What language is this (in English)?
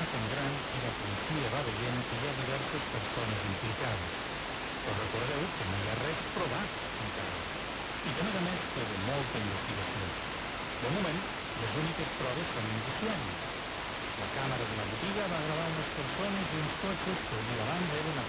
Catalan